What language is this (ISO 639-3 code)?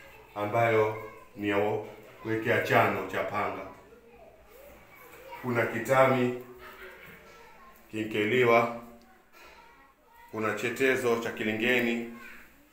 swa